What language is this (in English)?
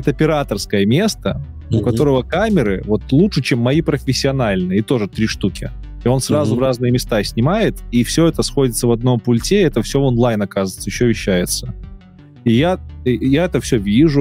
Russian